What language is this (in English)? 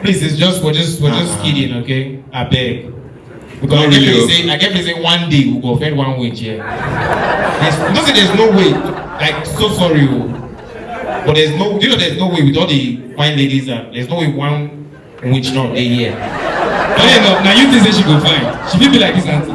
Nigerian Pidgin